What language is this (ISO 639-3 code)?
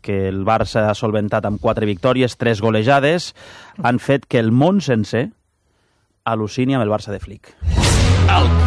cat